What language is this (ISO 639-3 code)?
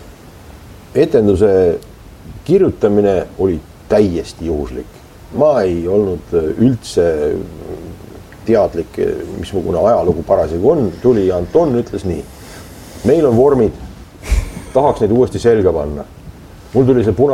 est